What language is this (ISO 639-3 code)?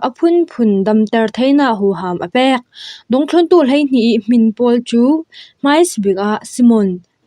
cfm